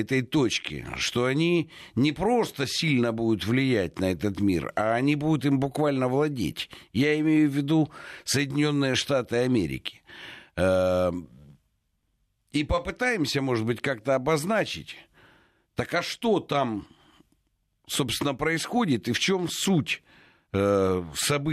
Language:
Russian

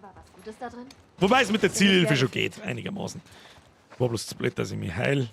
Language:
Bavarian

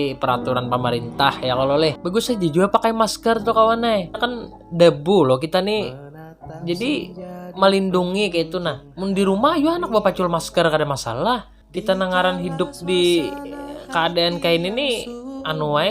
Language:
Banjar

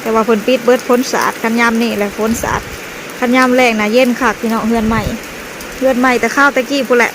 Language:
Lao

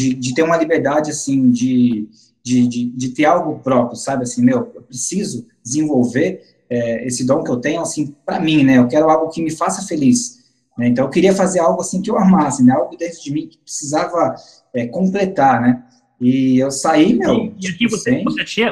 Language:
Portuguese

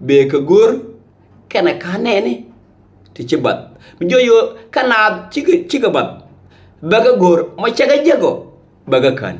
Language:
Nuer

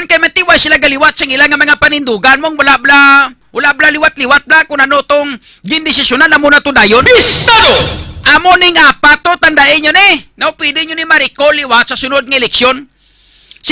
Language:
Hiligaynon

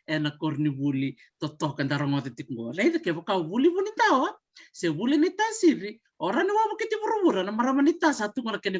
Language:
Fijian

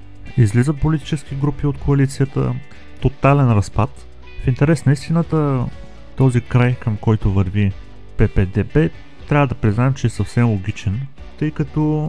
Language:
Bulgarian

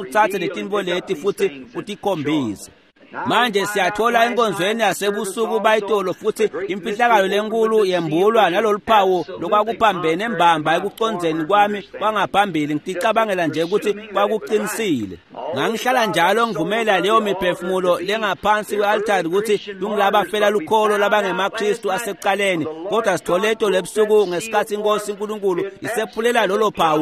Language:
Swati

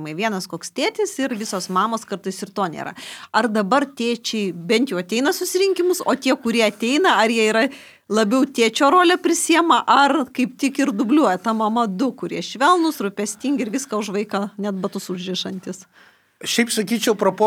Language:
Lithuanian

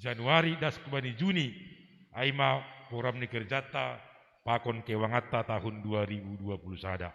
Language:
Batak Simalungun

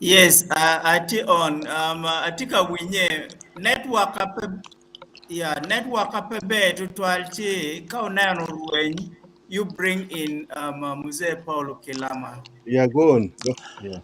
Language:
Acoli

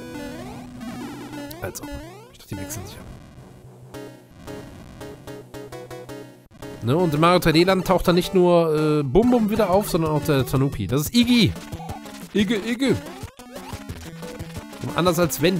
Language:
German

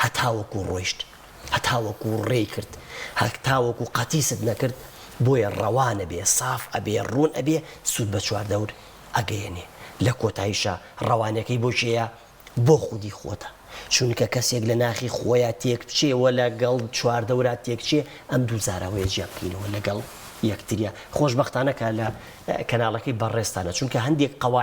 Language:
Central Kurdish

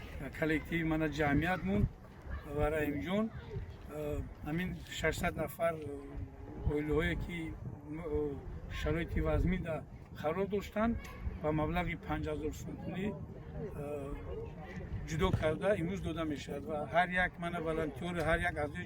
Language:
Tajik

